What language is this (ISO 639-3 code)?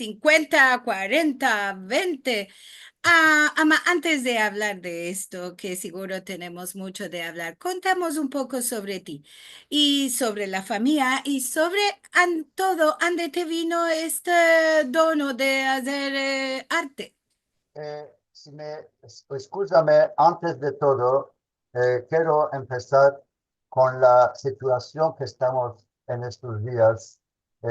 lad